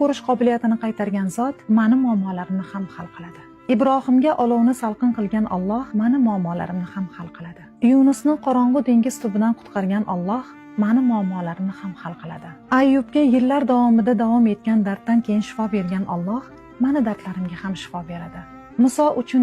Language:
Uzbek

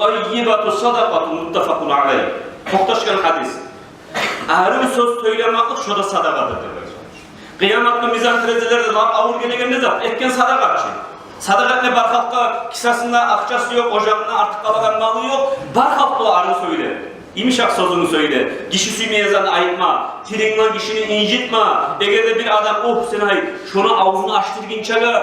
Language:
Kumyk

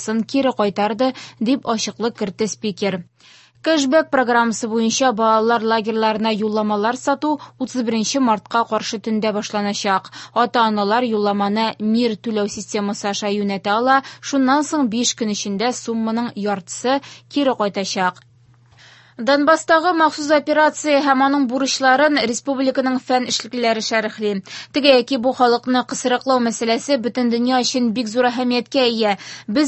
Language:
Tatar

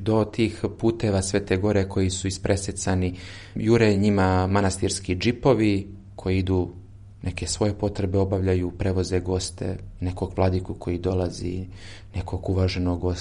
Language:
Serbian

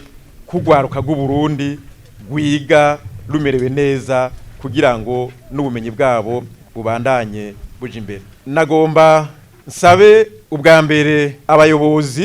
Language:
Rundi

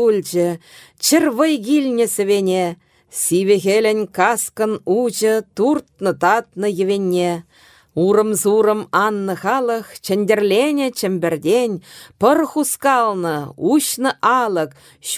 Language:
Chuvash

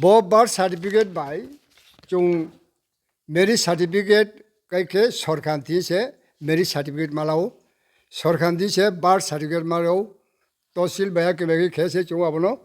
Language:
Riang (India)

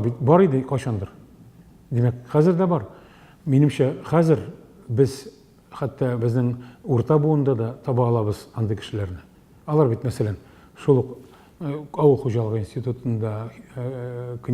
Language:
Tatar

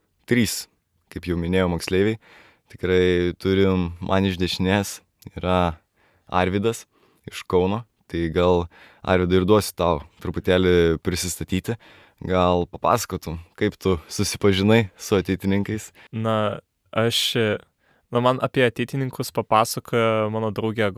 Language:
Lithuanian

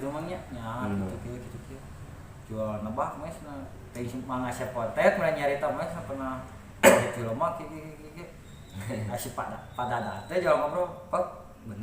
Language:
Sundanese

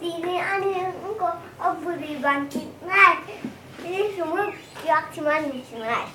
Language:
Kok Borok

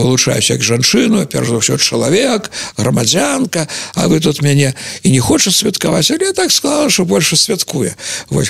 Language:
Belarusian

